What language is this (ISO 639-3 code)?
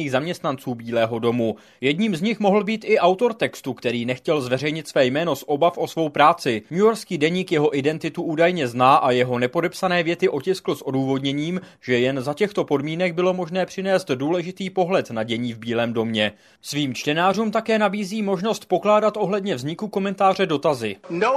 ces